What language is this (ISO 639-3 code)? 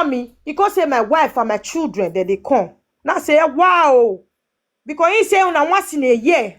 pcm